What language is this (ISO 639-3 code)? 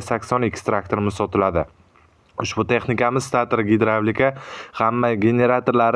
uzb